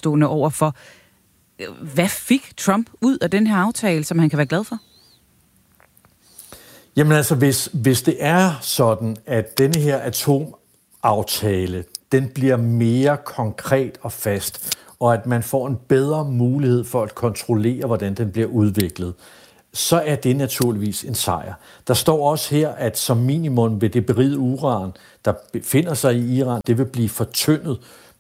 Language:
Danish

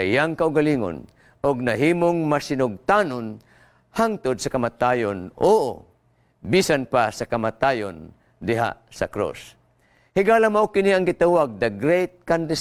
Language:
Cebuano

